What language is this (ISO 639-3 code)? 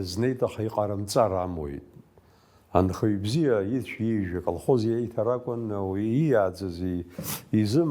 abk